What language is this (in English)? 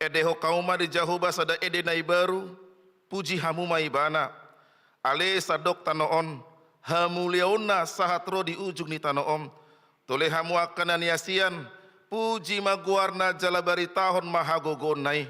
Batak Toba